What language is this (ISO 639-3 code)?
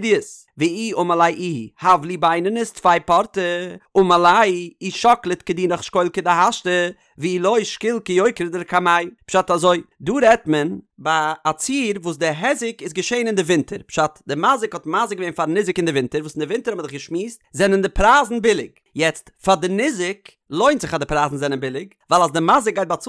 yid